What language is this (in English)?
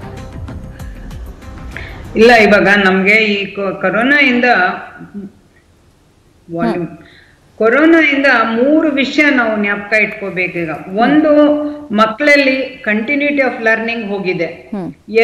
Kannada